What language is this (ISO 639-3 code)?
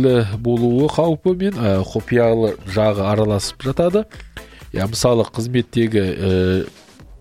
kaz